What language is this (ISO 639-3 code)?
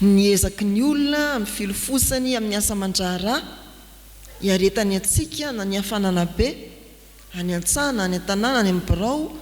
mlg